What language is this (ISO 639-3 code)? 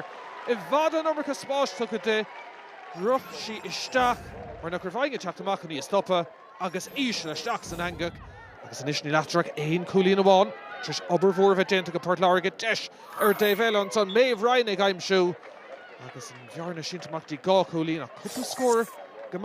gle